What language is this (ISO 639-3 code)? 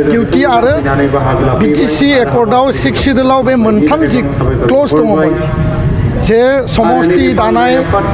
brx